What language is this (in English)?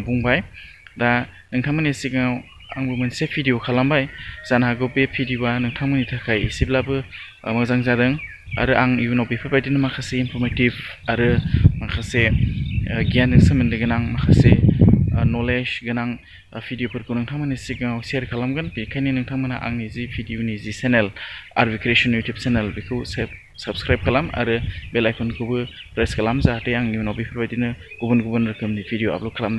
Bodo